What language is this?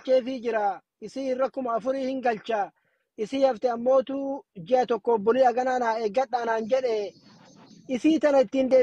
Oromo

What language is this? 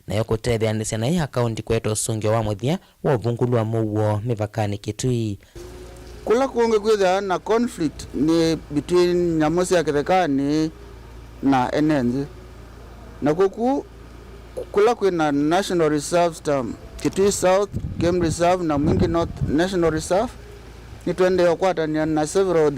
Kamba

